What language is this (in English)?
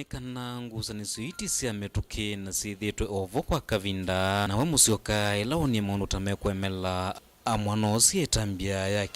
Kamba